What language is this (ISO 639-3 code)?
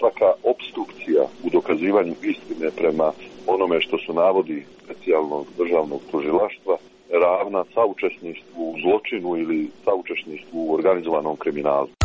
srp